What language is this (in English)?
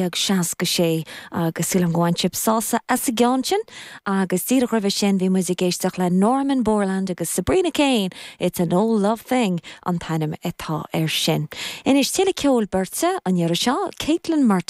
Irish